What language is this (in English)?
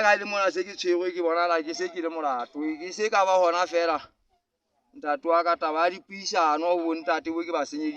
Southern Sotho